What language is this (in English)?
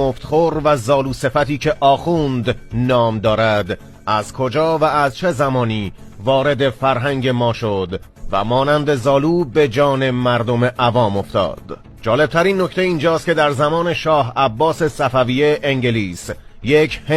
Persian